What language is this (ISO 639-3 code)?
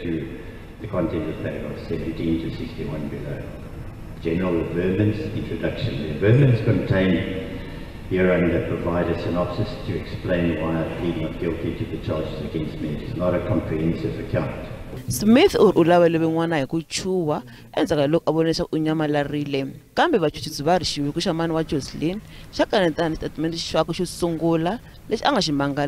tso